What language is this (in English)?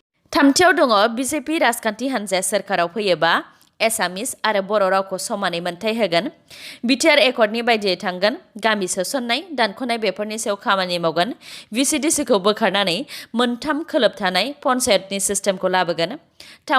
Bodo